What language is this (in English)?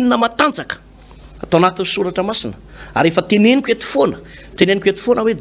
Malagasy